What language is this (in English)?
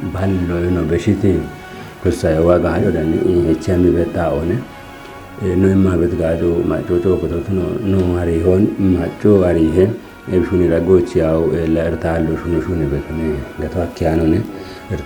Kafa